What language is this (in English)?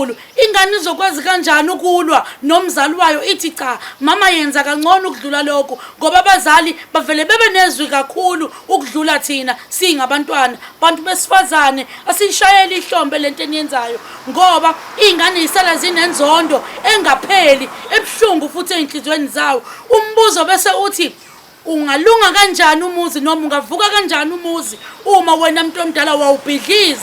Zulu